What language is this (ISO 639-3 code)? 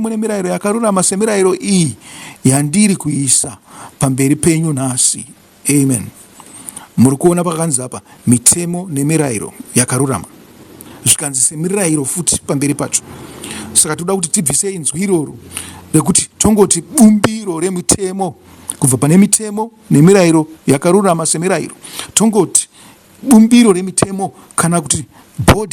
sna